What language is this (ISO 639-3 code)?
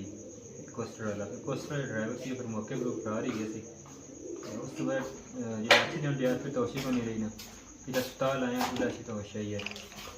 phr